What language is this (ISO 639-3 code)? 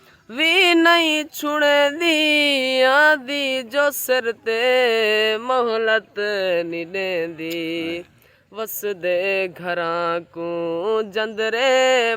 skr